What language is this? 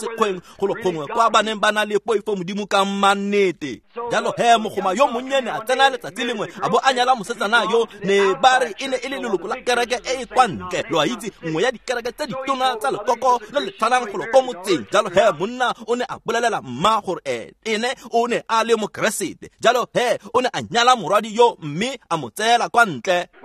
Tswana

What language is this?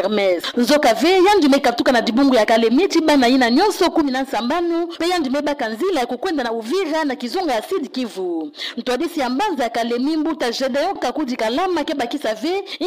Kituba (Democratic Republic of Congo)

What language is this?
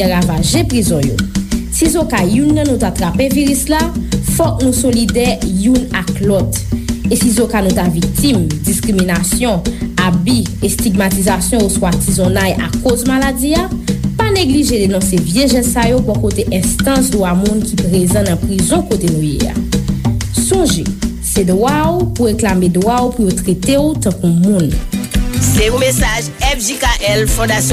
Haitian Creole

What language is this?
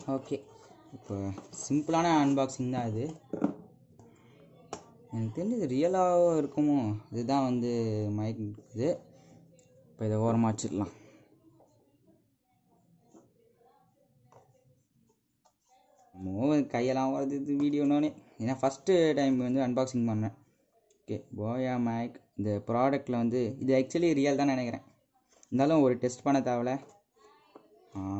Tamil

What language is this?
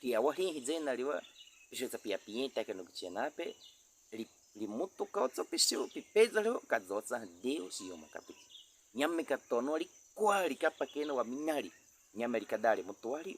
Baniwa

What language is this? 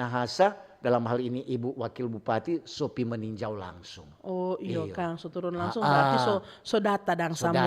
Manado Malay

